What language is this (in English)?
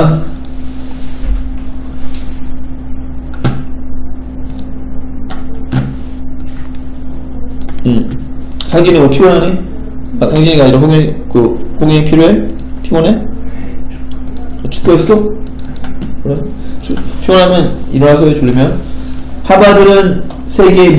Korean